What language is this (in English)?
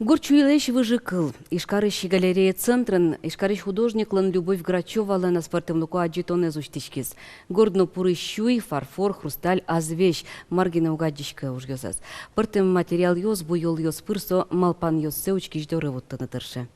Udmurt